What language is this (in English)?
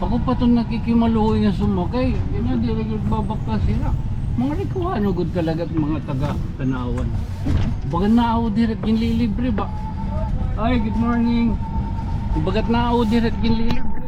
Waray